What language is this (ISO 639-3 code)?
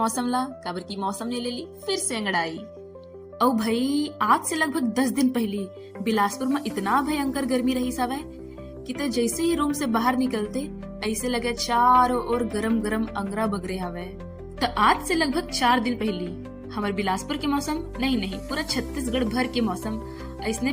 hne